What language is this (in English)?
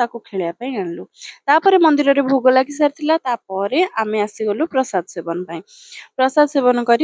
Odia